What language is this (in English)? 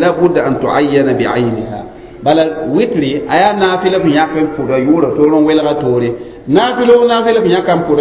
Mossi